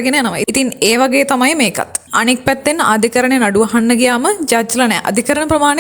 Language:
Sinhala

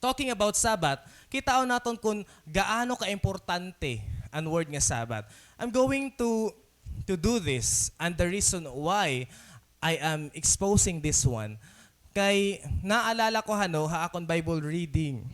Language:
Waray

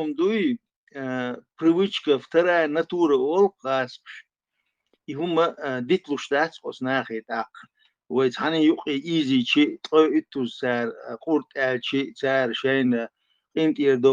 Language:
Chechen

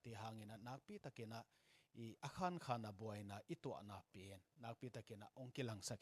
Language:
Tedim Chin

